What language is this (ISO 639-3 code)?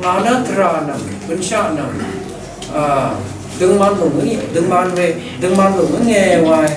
raw